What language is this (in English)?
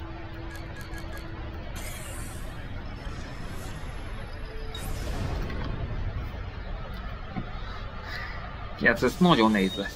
Hungarian